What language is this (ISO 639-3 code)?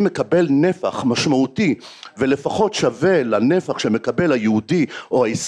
heb